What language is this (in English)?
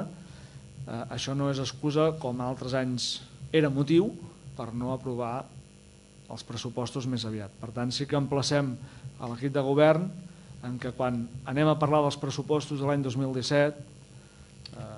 Catalan